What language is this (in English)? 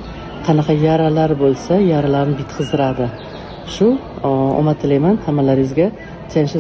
Uzbek